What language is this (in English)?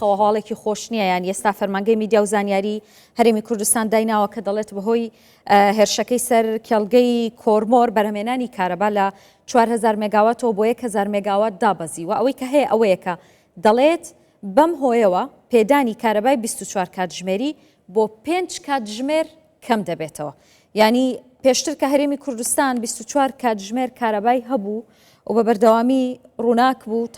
Central Kurdish